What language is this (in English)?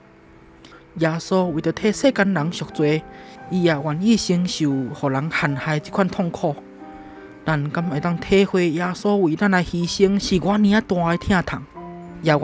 Min Nan Chinese